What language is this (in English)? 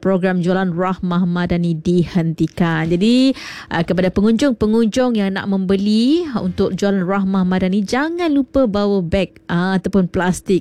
Malay